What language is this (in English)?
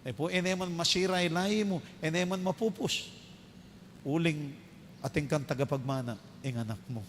Pampanga